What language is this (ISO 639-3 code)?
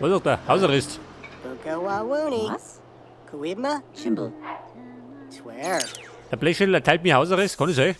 bar